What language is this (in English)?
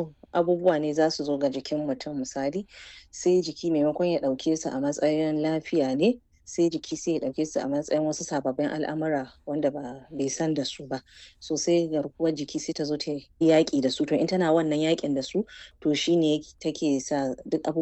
Hausa